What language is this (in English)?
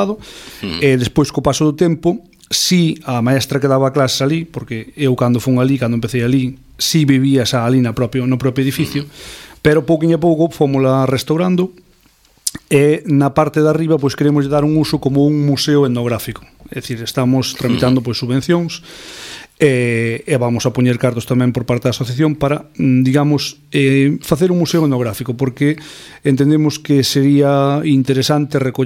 Galician